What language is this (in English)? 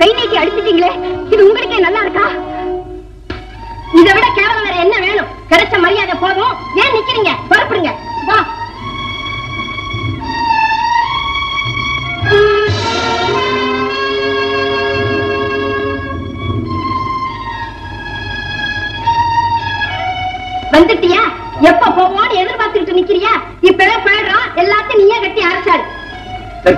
Tamil